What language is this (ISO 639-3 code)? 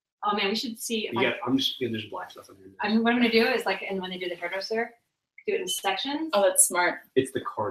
eng